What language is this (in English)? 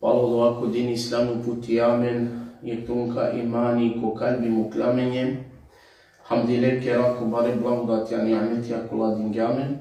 Balkan Romani